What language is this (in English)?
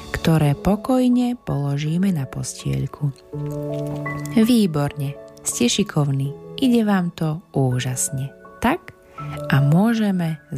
Slovak